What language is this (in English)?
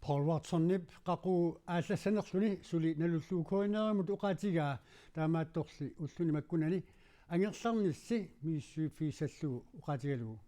Kalaallisut